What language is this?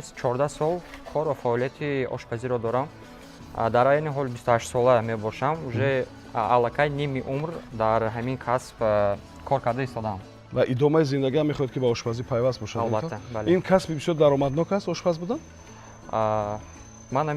Tajik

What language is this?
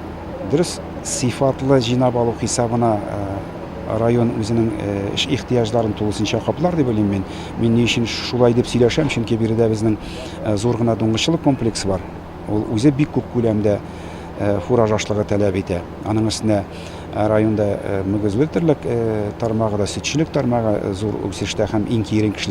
Tatar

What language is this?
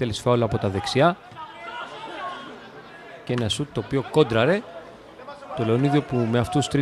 Greek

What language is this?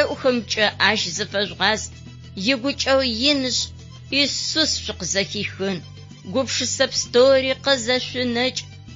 Adyghe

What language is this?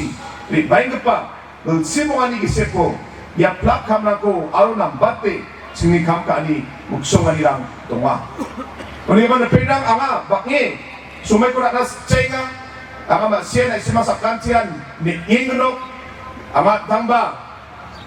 Garo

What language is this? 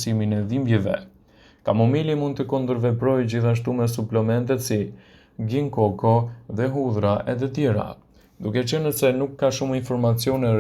Albanian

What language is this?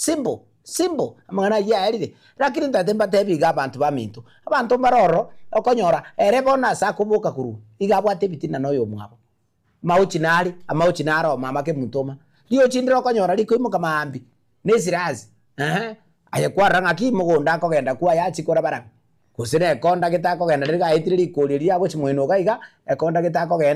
Gusii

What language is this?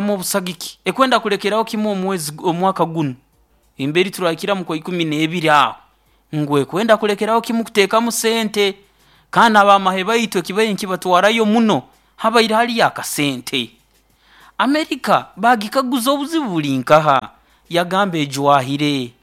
Nyoro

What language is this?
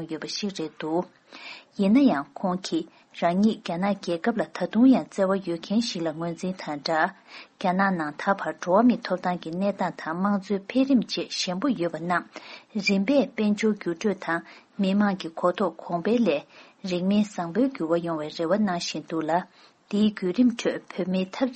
Tibetan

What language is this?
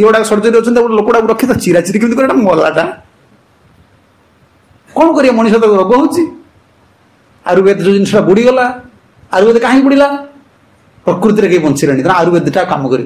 Odia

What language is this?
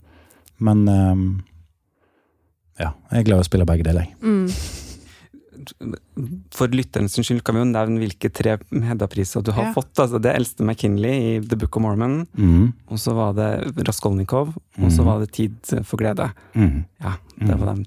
Norwegian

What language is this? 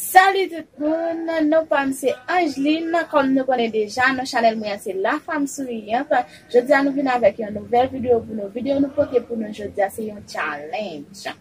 Haitian Creole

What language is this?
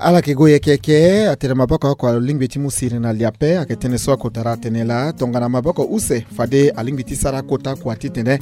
Sango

